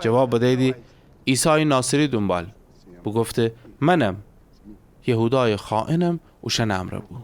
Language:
Gilaki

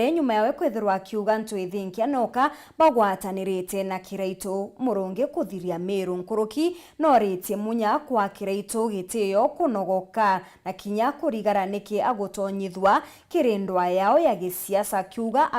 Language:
Meru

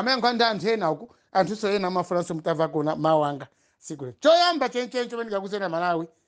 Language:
Nyanja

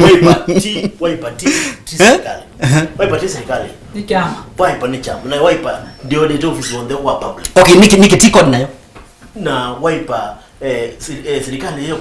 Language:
Kamba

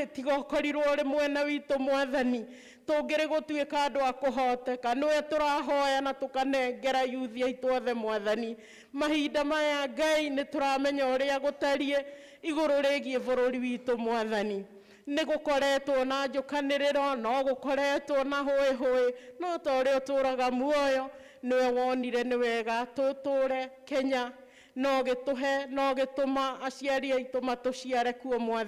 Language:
Kikuyu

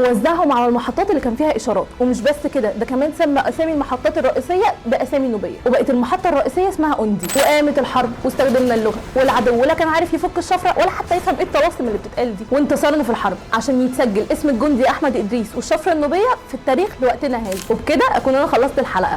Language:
Egyptian Arabic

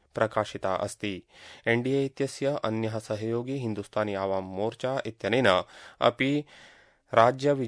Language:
Sanskrit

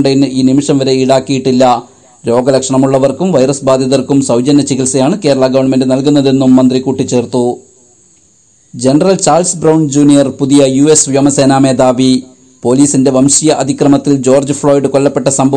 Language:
Malayalam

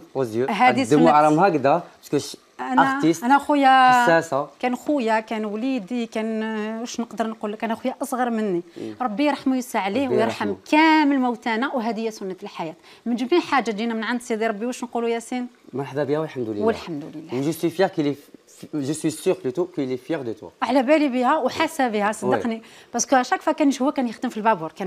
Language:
Algerian Arabic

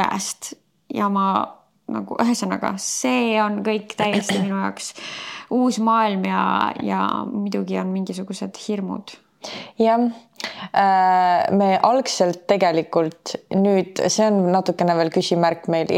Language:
Estonian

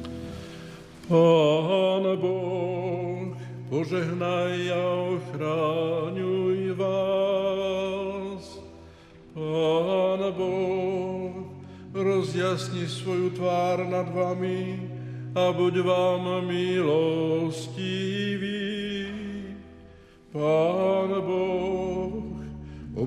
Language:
Slovak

